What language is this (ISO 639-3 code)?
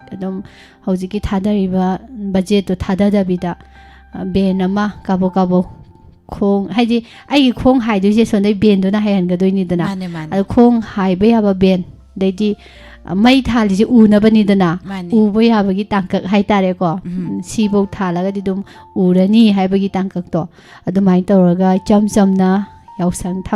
mni